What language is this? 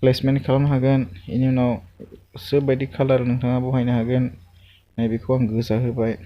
Bodo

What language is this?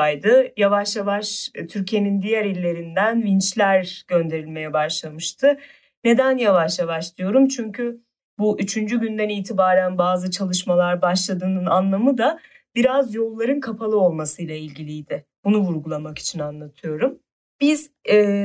Turkish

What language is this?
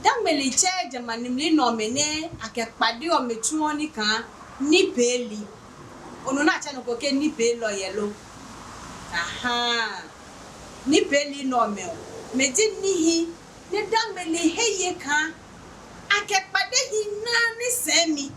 Adangme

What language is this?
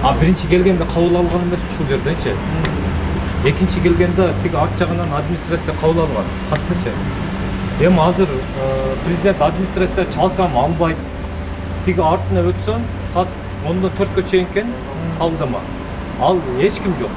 Kyrgyz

